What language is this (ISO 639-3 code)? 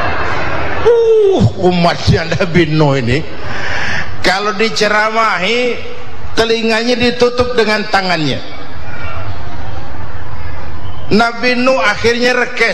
ind